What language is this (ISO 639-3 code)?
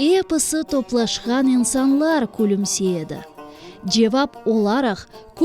crh